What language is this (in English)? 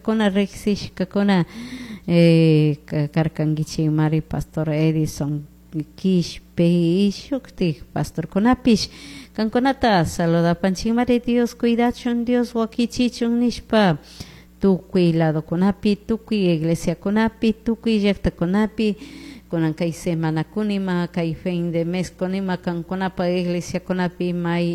Chimborazo Highland Quichua